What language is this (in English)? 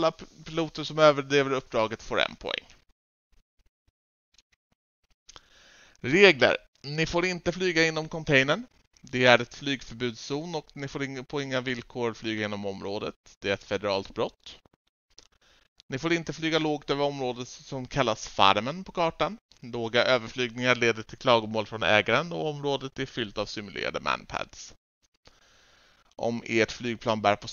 Swedish